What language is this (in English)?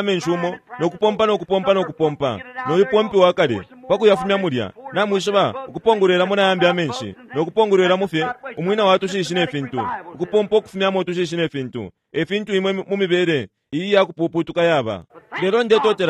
Bemba